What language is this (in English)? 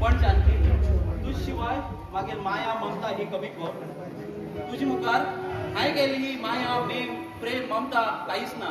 Konkani